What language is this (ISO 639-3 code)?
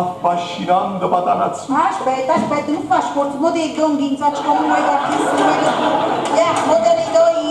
nap